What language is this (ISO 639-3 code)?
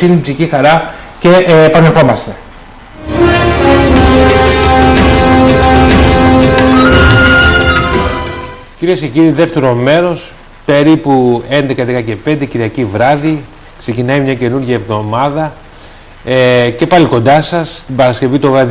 ell